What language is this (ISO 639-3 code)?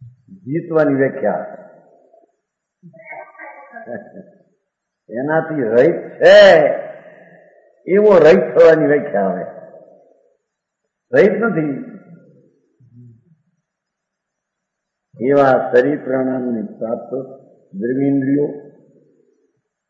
guj